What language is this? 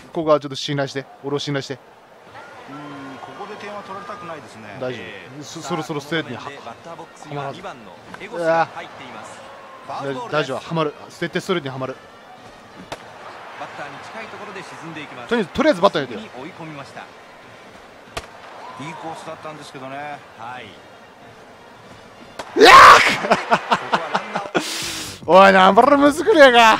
Japanese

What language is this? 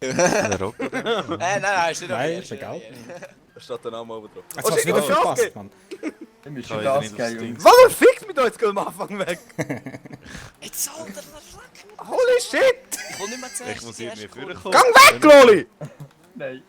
Swiss German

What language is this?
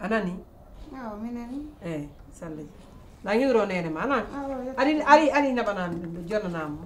Pular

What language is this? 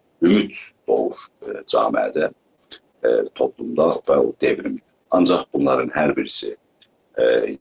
South Azerbaijani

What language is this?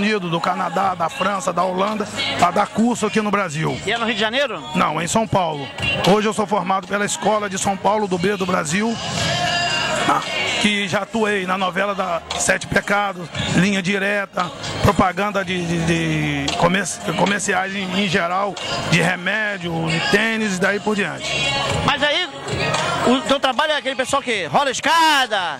Portuguese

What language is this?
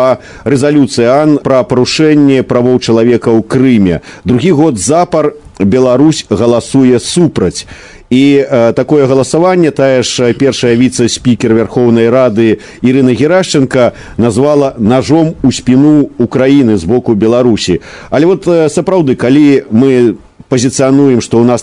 Belarusian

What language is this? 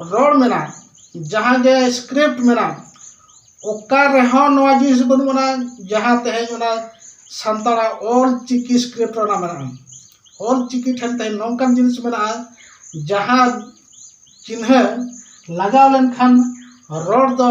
Santali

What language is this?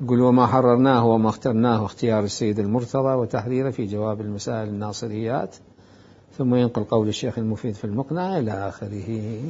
Mesopotamian Arabic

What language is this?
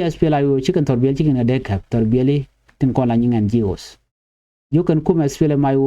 Nuer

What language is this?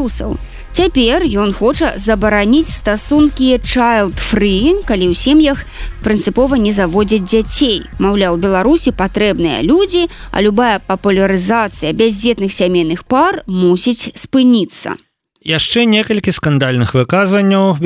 Belarusian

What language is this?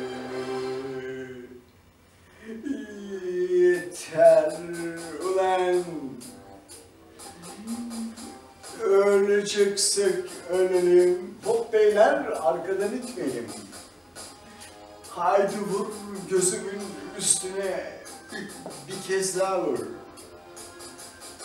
Turkish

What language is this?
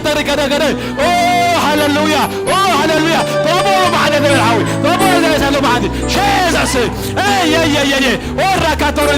Tigrinya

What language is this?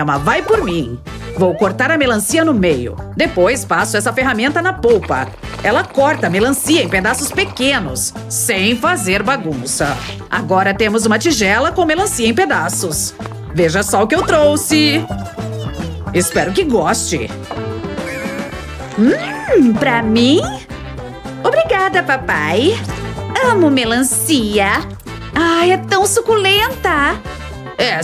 Portuguese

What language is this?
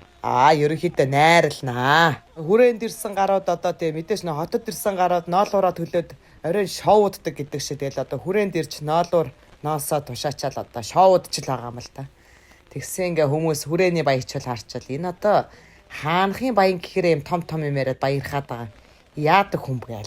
Mongolian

